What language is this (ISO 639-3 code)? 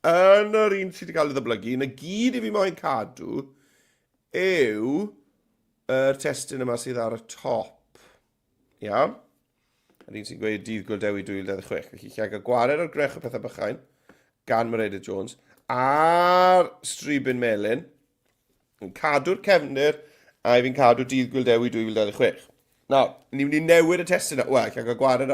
cym